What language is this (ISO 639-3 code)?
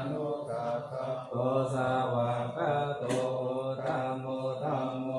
pli